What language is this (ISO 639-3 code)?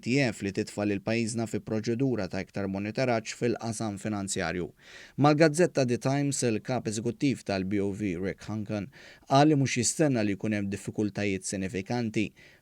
mlt